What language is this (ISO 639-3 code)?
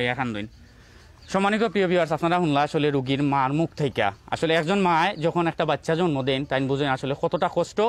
syl